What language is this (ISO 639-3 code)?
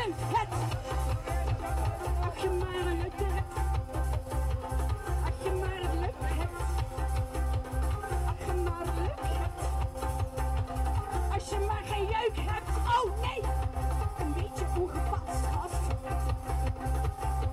nld